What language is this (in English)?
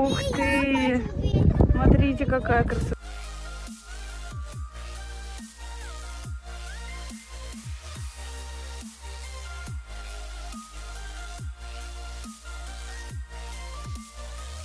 Russian